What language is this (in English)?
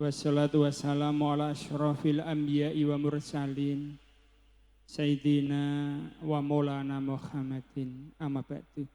Javanese